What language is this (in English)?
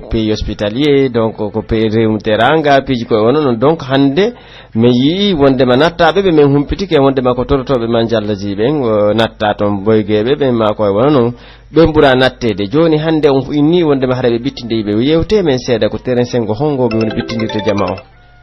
Pular